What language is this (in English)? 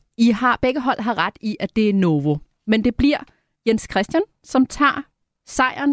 Danish